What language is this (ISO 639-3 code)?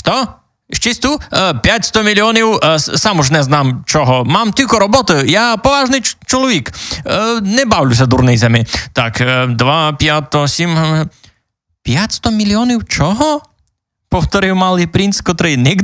rue